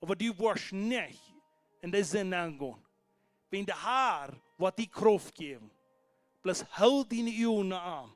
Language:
Plautdietsch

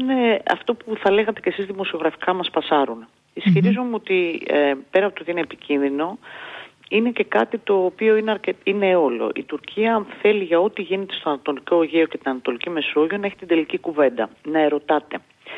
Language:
Greek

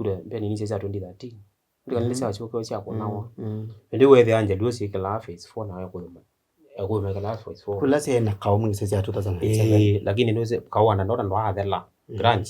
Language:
Kamba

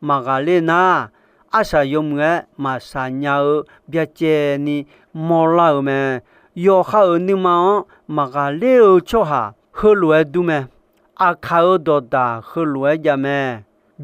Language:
Akha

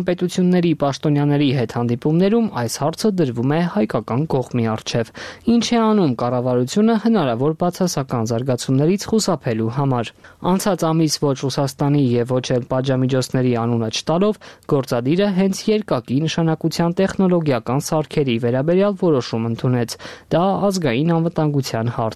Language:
Armenian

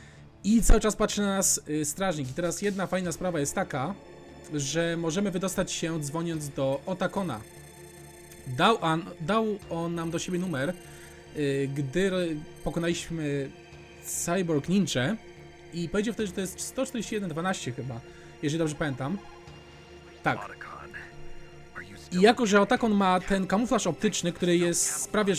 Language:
Polish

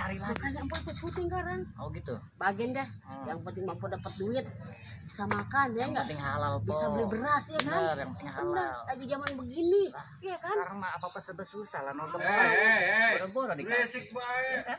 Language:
Betawi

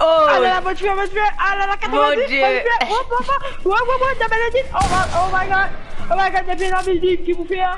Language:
Morisyen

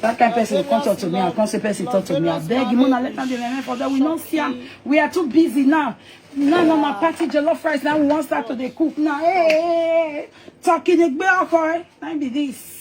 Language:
Nigerian Pidgin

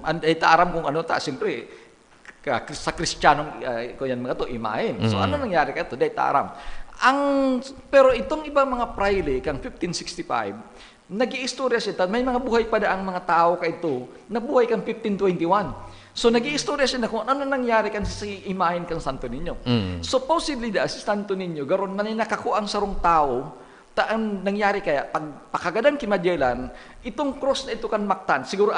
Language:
Bikol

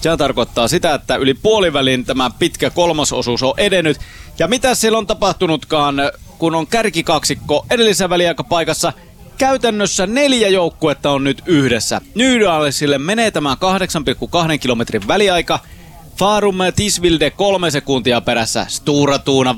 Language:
Finnish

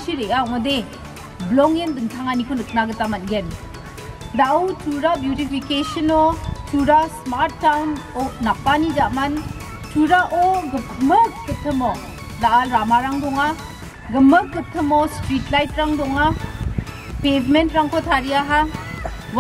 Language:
Garo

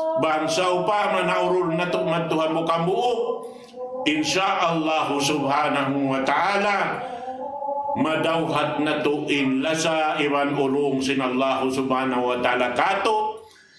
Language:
Tausug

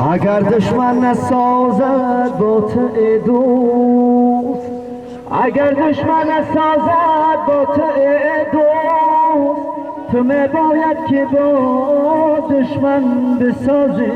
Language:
Tajik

